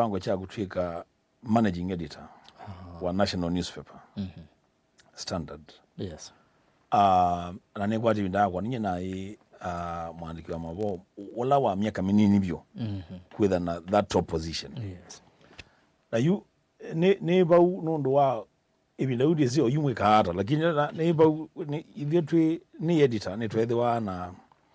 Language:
Kamba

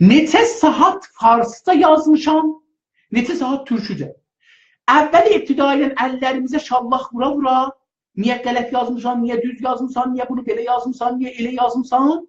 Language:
South Azerbaijani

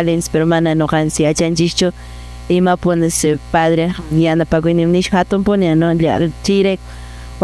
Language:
Quechua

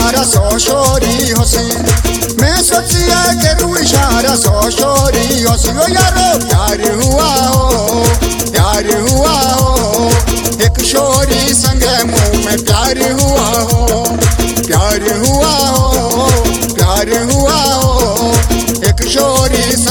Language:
Bhojpuri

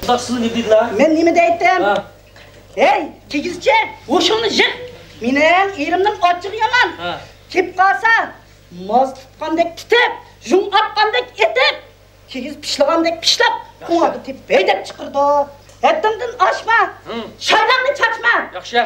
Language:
Uyghur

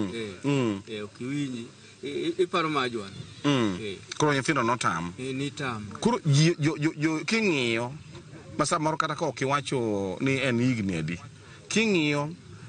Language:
Luo (Kenya and Tanzania)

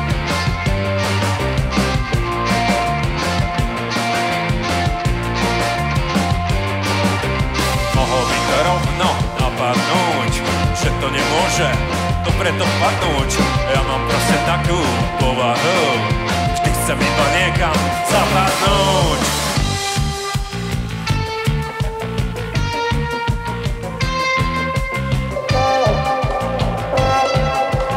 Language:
Slovak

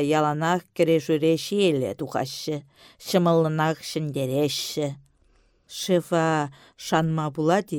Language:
Chuvash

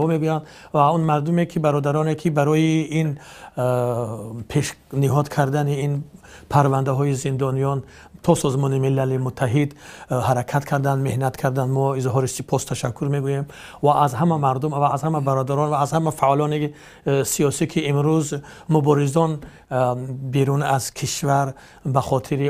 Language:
Tajik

